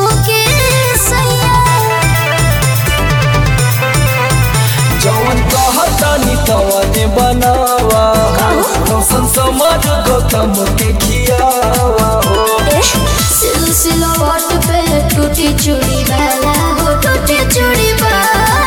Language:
Bhojpuri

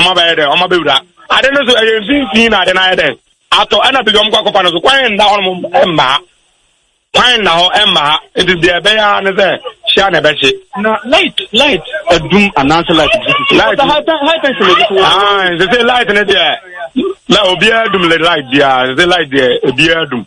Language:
Akan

